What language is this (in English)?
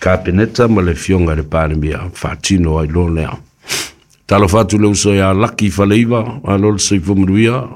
Samoan